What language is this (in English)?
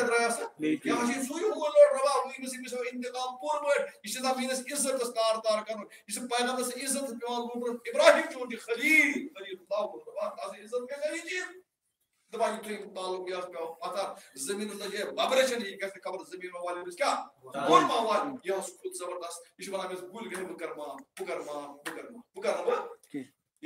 Kashmiri